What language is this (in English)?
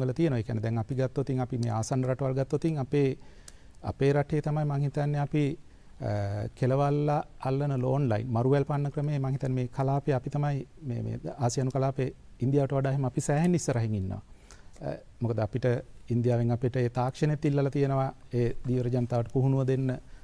Sinhala